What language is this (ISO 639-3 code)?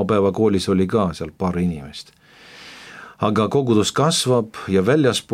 est